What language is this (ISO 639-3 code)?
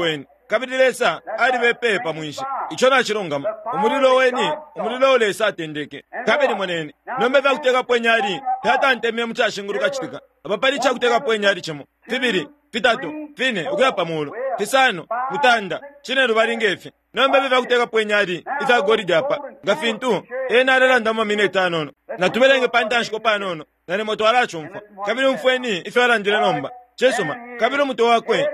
bem